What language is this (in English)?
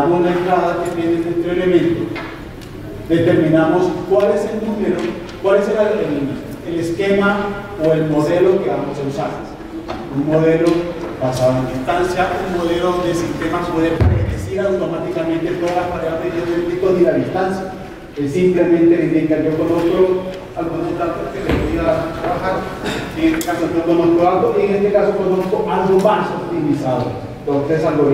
Spanish